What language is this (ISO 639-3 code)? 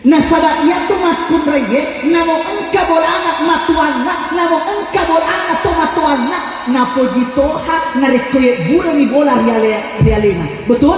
bug